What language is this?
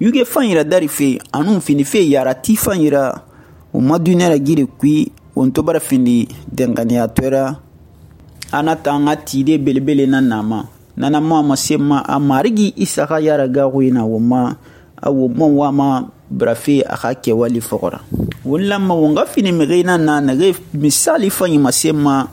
Susu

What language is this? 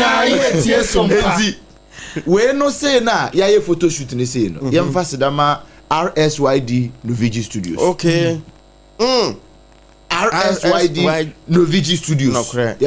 Akan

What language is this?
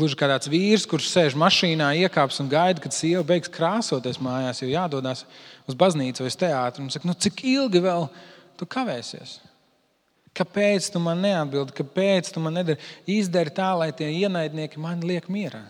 Latvian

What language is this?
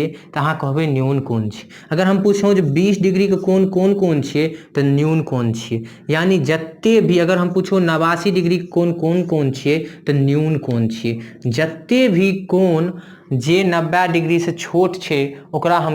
Maithili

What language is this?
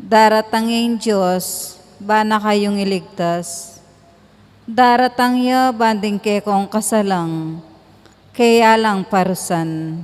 Pampanga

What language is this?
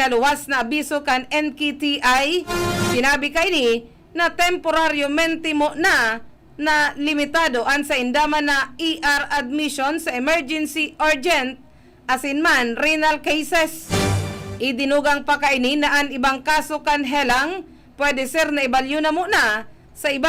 Bikol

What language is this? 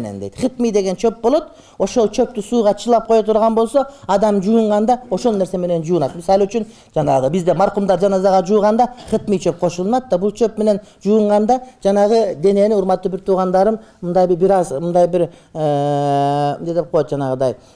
Kyrgyz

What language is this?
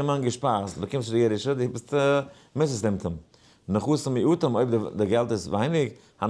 Yiddish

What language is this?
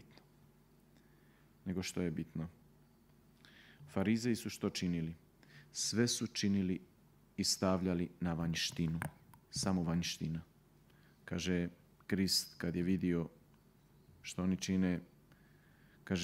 Croatian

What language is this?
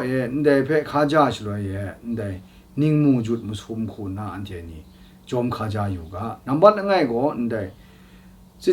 Kachin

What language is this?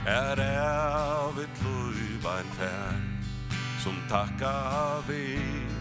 Faroese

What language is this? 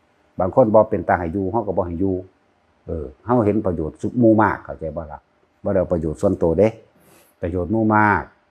Northeastern Thai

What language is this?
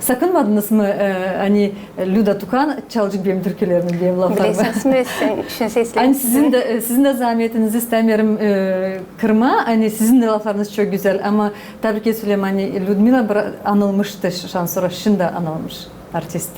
Gagauz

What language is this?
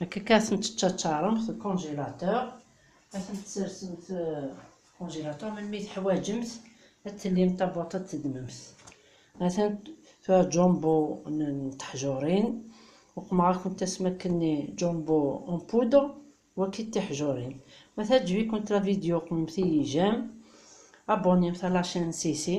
Kabyle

